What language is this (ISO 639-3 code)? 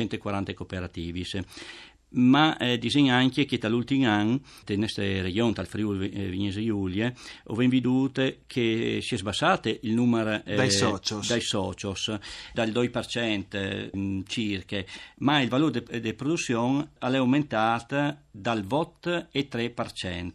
fur